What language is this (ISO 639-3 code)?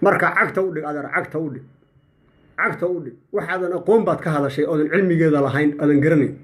som